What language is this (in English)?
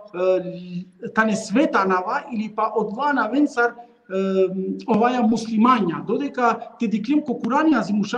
Balkan Romani